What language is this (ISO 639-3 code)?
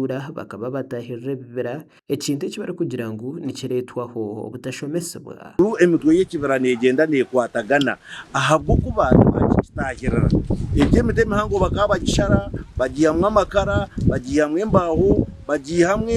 nyn